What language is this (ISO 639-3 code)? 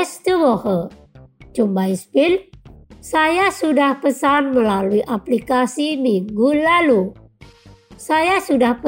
ind